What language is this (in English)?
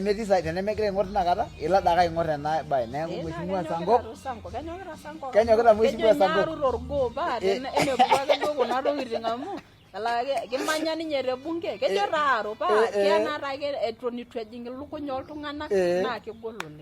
Masai